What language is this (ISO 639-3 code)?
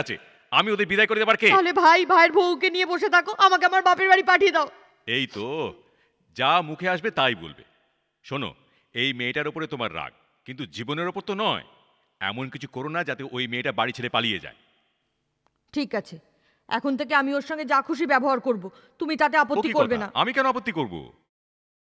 ben